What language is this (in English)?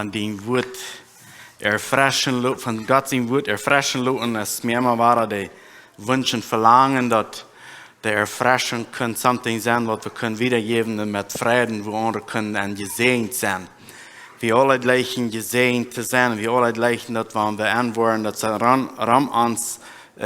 Plautdietsch